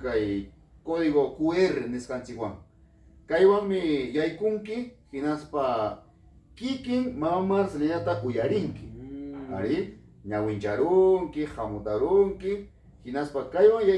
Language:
Ayacucho Quechua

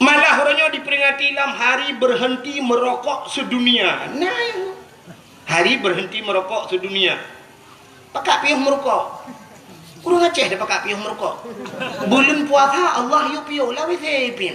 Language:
Achinese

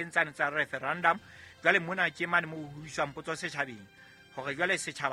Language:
Southern Sotho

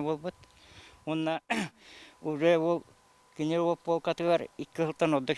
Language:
Yakut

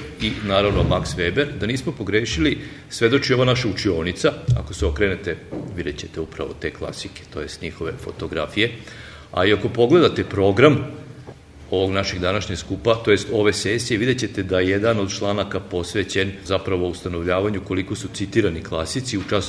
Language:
Serbian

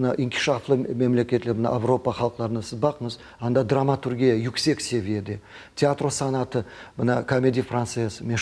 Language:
Crimean Tatar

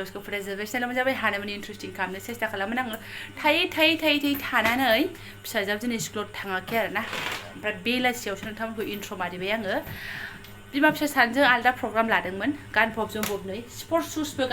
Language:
Bodo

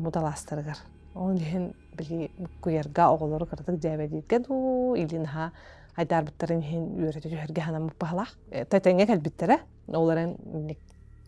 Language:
Yakut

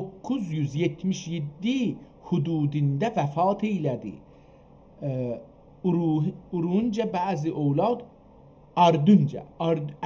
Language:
South Azerbaijani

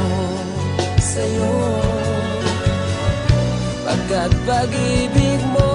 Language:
Filipino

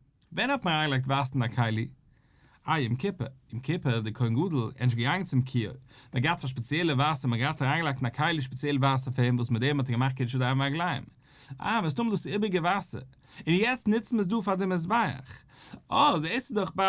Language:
Yiddish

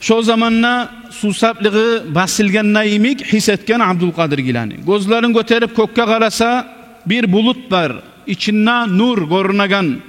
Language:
Kumyk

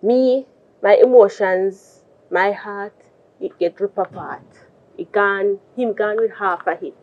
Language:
Jamaican Creole English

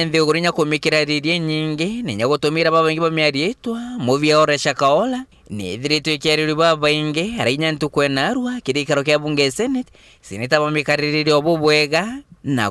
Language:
Meru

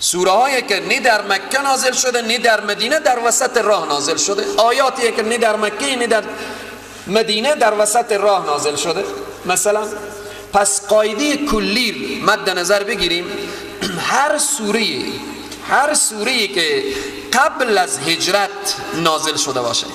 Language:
Persian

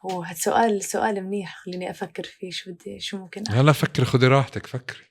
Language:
North Levantine Arabic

